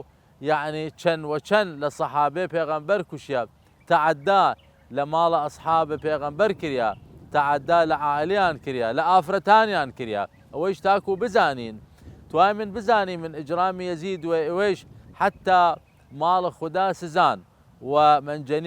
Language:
Southern Kurdish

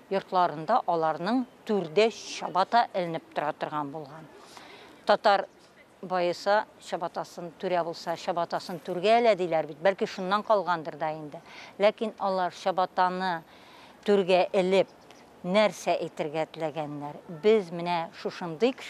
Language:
Tatar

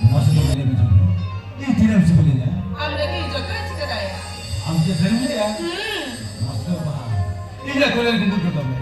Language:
Santali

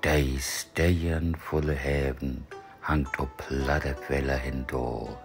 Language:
Low German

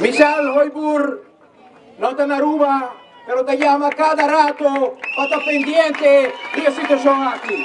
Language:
Papiamento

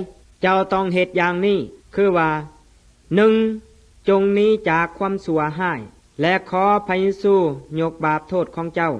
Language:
Lao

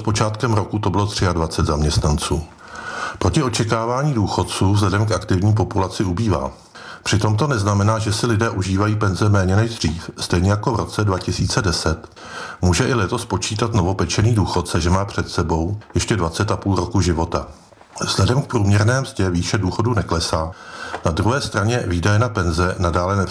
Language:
Czech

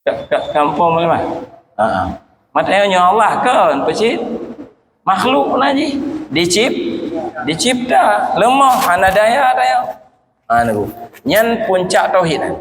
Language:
Achinese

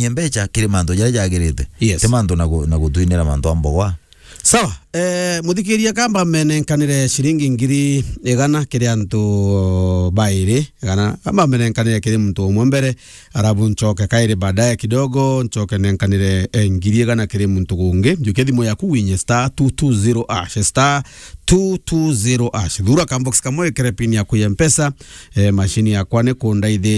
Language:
Meru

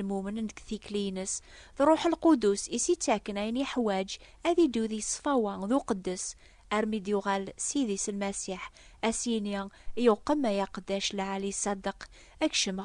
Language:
Kabyle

